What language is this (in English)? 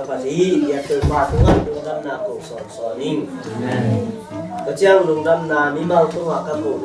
Tedim Chin